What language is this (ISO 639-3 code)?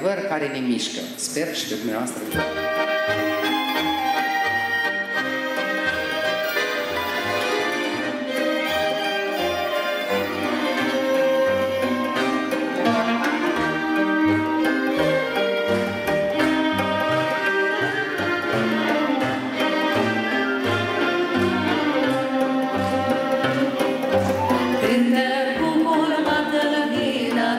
ron